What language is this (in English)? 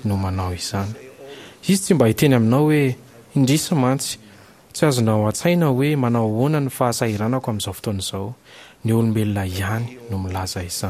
Malagasy